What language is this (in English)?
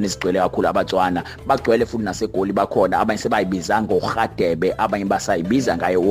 Zulu